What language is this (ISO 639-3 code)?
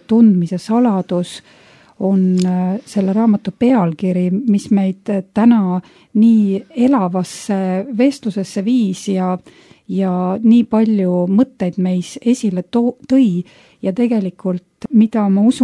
est